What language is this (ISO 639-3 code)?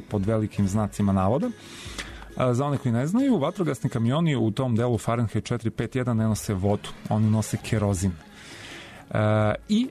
srp